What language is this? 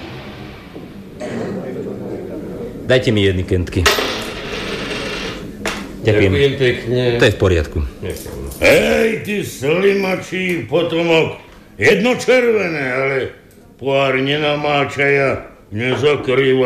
Slovak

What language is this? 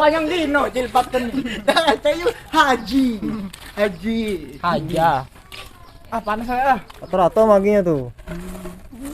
Musi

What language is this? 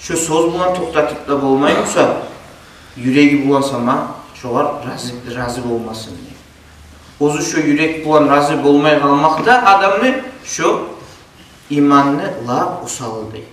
Kumyk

